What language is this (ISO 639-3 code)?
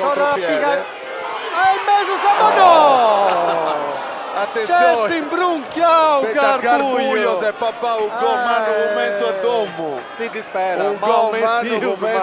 srd